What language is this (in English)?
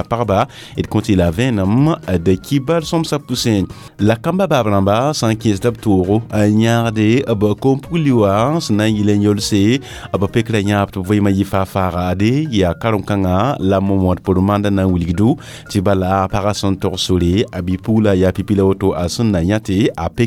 Mossi